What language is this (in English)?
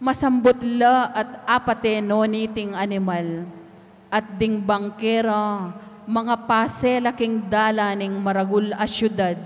Pampanga